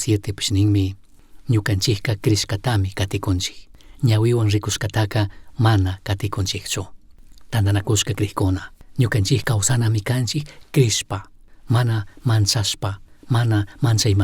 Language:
Chimborazo Highland Quichua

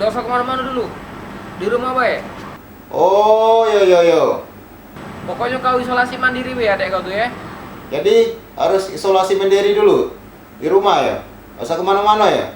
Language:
Musi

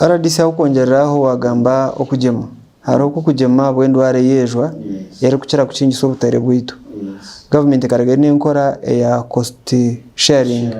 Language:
Nyankole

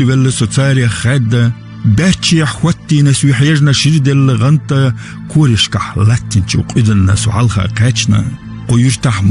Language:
Chechen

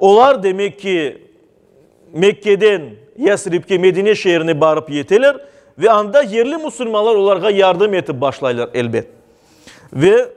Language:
Crimean Tatar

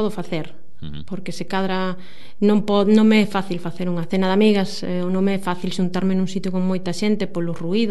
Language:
Galician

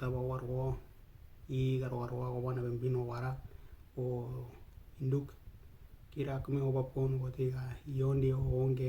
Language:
Western Dani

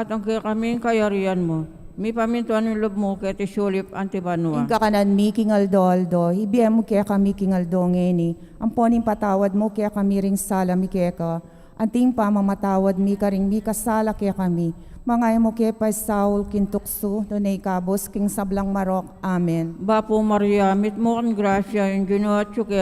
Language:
Pampanga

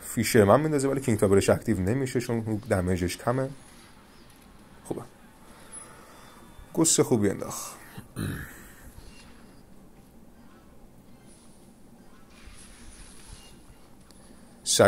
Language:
Persian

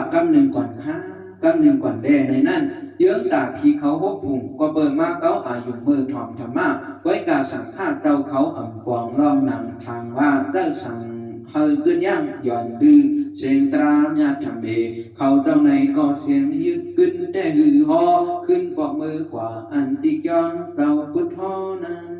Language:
Shan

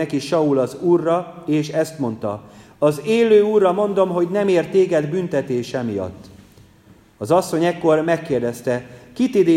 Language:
Hungarian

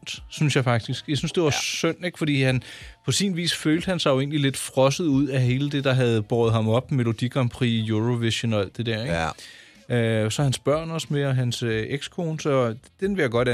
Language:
Danish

